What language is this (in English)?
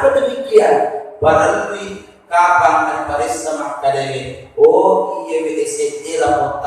Buginese